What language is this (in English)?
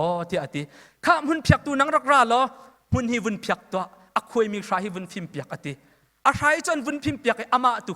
Hakha Chin